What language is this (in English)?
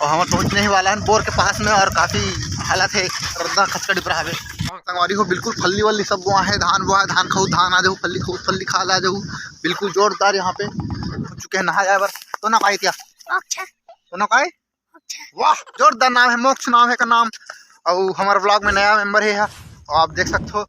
Chhattisgarhi